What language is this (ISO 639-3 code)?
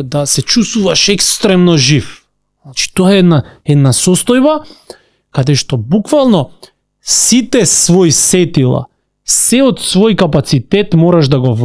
mkd